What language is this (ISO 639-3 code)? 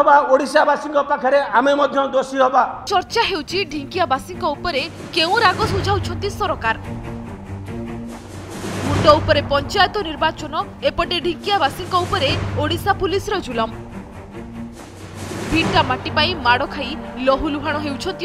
ori